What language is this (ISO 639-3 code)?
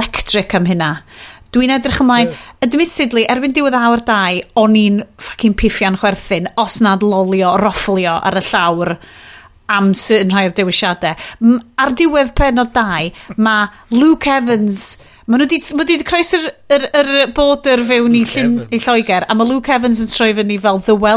cym